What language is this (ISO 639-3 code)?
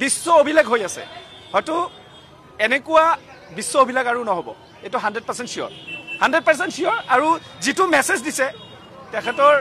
asm